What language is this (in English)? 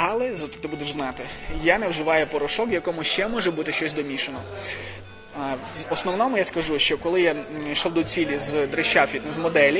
Ukrainian